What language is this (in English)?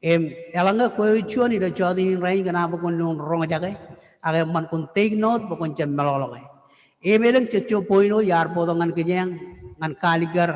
Marshallese